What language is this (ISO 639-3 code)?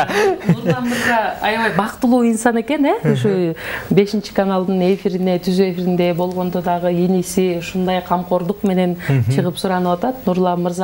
kir